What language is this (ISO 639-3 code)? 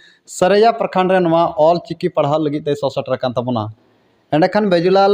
sat